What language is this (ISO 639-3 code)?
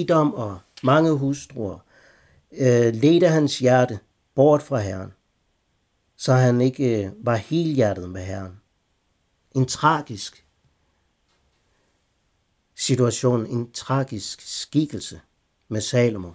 dan